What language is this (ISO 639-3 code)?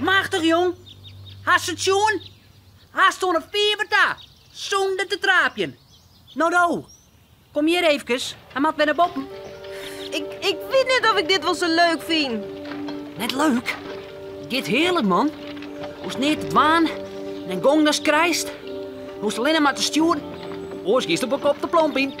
fry